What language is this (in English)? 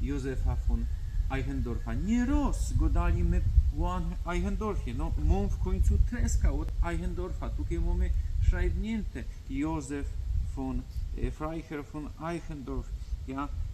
Silesian